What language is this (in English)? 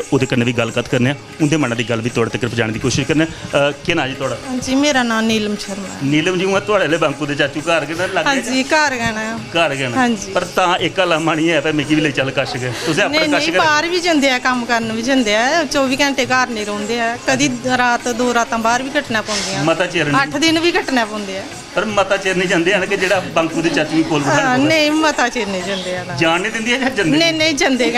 Dogri